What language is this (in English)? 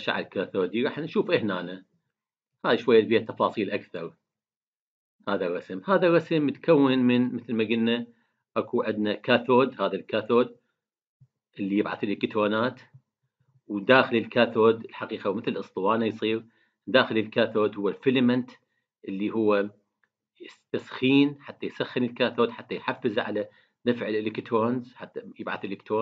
Mesopotamian Arabic